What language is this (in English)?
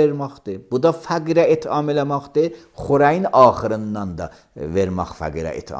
Azerbaijani